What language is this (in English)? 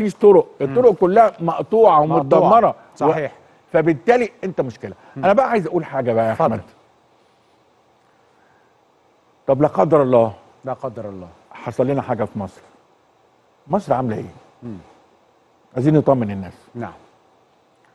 Egyptian Arabic